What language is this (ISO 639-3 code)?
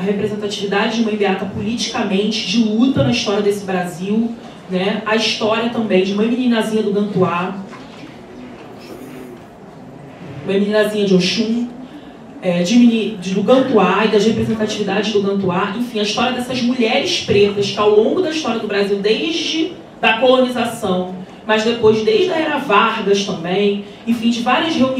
por